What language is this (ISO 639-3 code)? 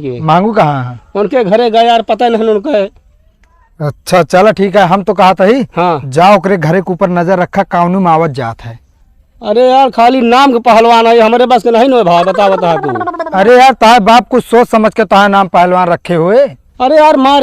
awa